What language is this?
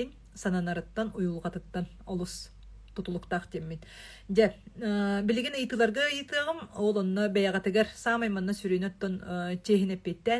Yakut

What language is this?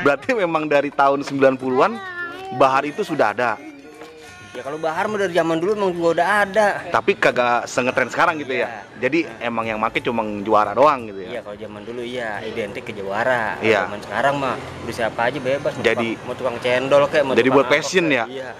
Betawi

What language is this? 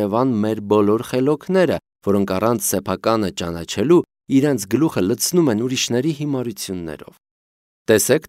Armenian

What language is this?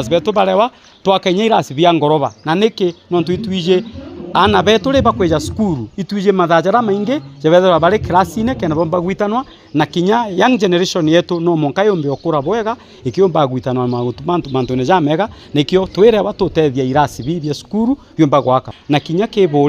Meru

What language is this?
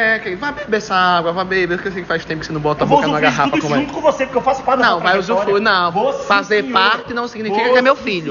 Portuguese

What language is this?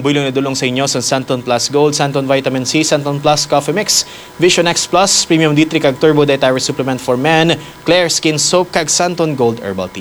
Hiligaynon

